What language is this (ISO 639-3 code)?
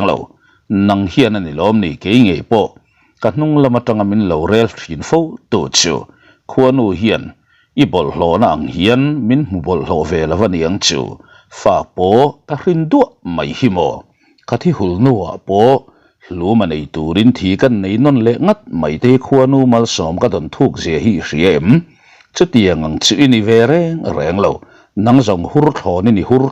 lus